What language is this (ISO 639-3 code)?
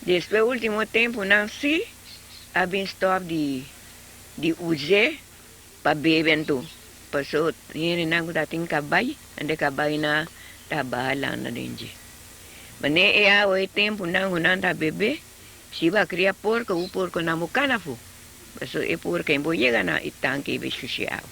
pap